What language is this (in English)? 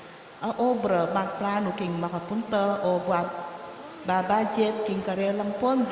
Pampanga